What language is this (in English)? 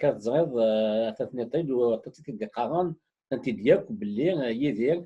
Kabyle